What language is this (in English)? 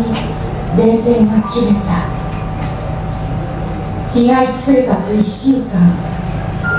Japanese